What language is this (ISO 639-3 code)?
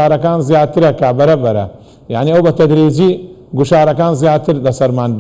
ckb